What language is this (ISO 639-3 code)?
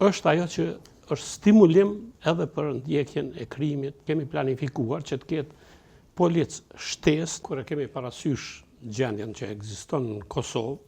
sqi